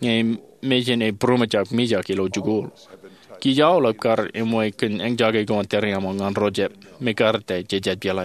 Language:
Marshallese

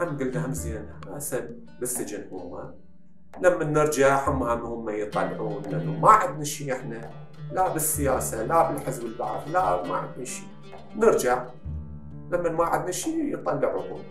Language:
Mesopotamian Arabic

